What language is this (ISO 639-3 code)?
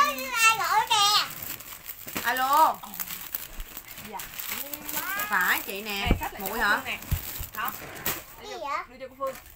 vie